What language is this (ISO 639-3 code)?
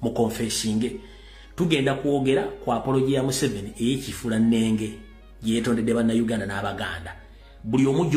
lug